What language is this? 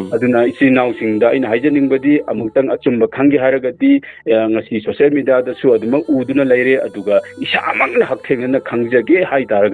Manipuri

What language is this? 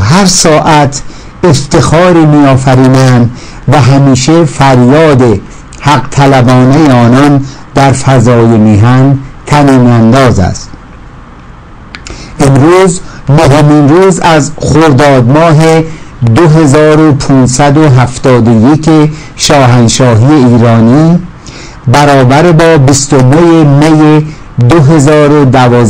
Persian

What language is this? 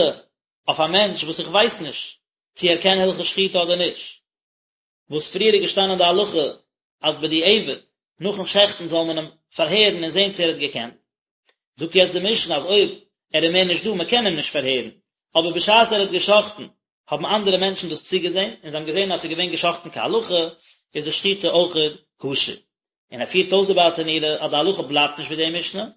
Yiddish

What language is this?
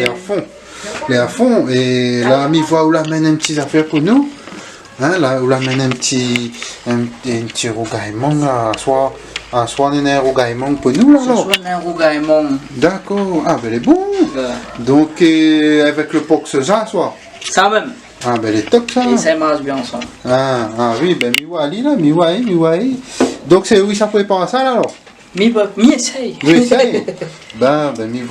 Réunion Creole French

